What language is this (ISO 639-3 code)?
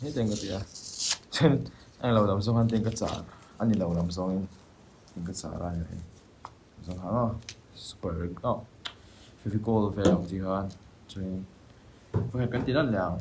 lus